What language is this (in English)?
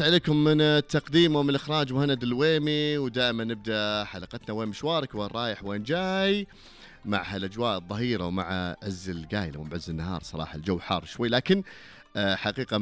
Najdi Arabic